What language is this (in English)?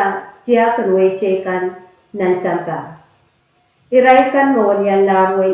Pohnpeian